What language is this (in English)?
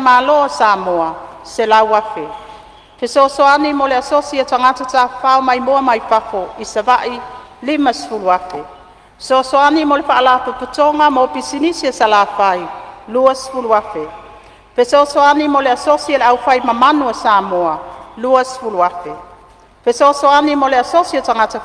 Samoan